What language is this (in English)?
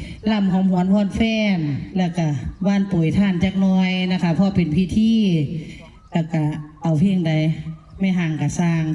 Northeastern Thai